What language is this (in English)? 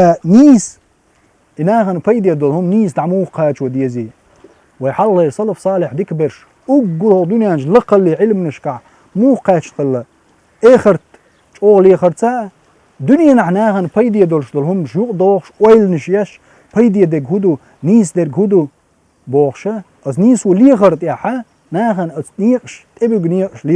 Chechen